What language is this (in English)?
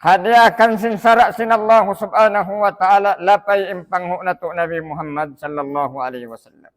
Tausug